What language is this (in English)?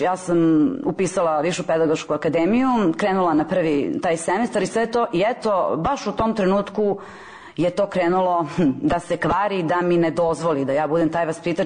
Serbian